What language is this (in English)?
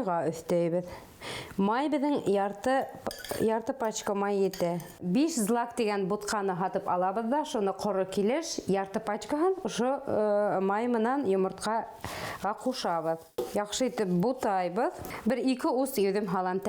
Bashkir